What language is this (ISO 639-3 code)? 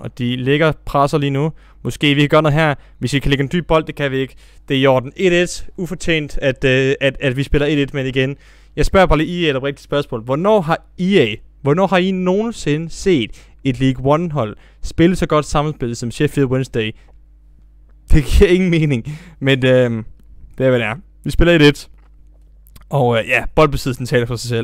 dan